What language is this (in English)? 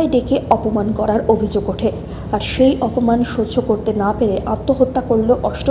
Bangla